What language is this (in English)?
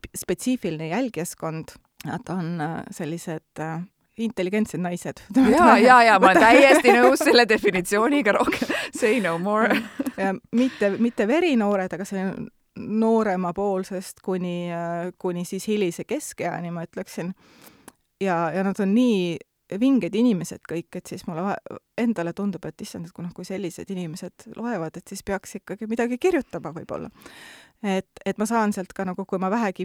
Estonian